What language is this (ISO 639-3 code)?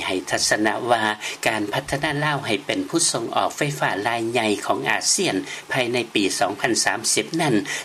lao